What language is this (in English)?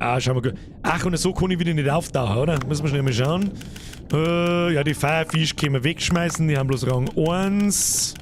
Bavarian